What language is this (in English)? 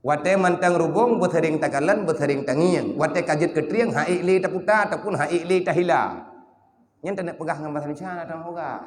Achinese